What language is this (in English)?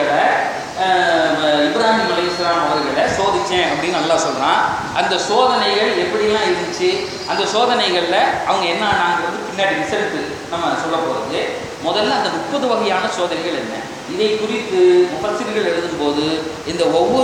Tamil